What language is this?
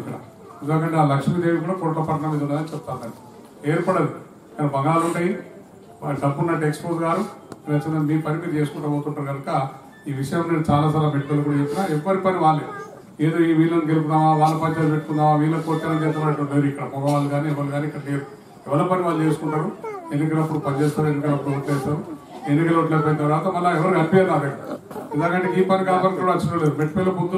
Telugu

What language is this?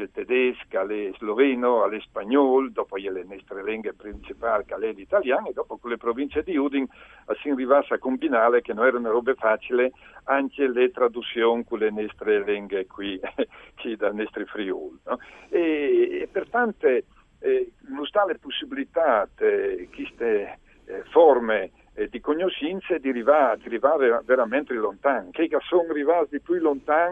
Friulian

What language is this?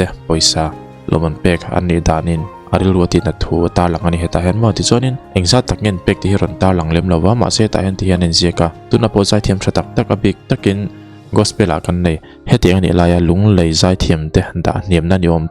Mizo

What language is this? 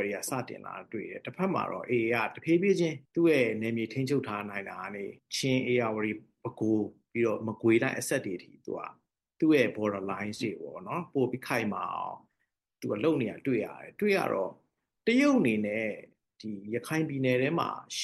Burmese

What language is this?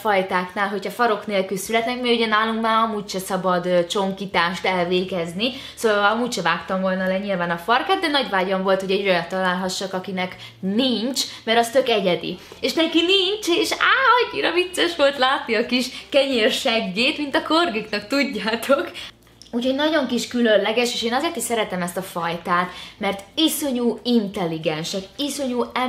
Hungarian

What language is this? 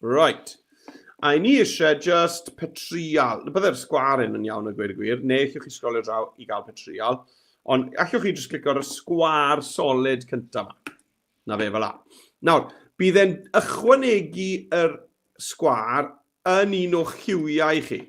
Welsh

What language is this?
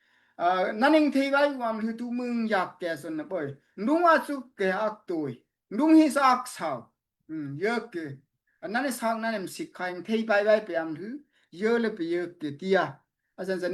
Daai Chin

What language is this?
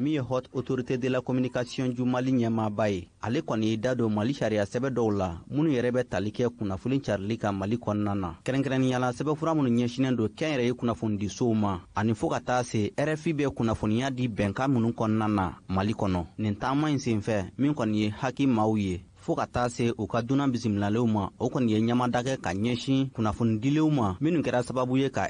Bambara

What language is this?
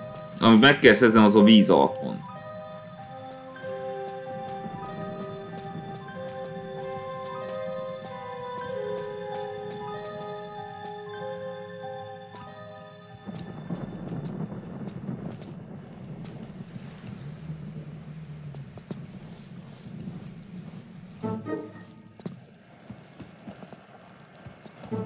Hungarian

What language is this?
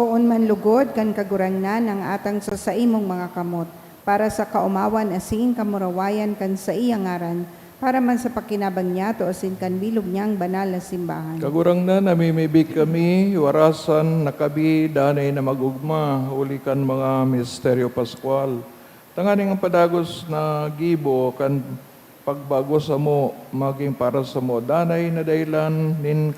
Bikol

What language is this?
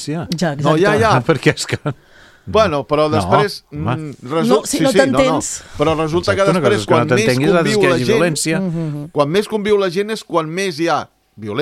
Catalan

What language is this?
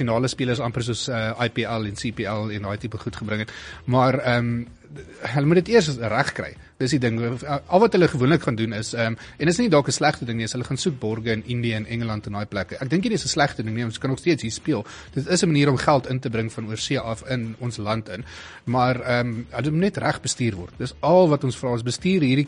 Afrikaans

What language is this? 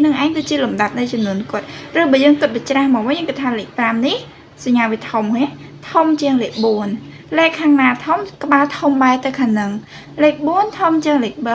Khmer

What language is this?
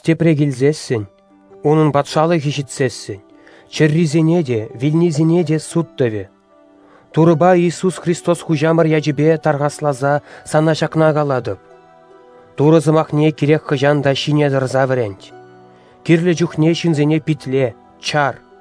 Chuvash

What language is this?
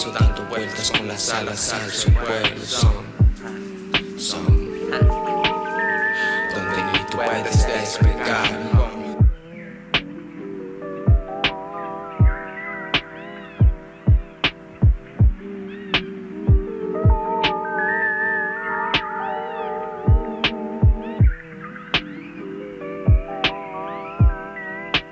Spanish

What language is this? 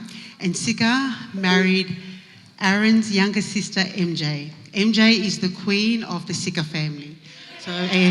Tongan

